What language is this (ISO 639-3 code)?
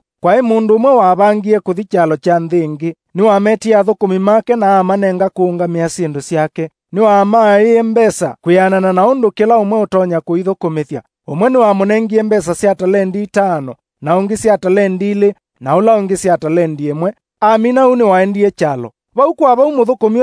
kam